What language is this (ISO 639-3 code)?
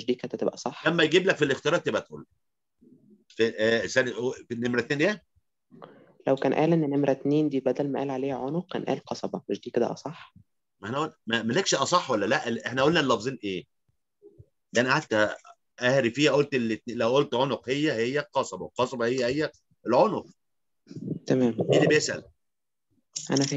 arz